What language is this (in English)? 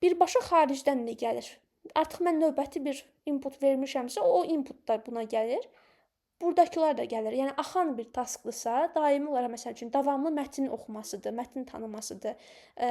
Azerbaijani